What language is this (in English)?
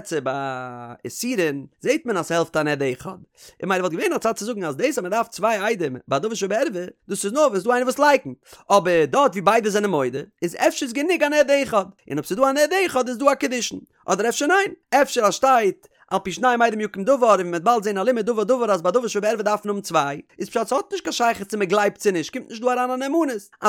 Yiddish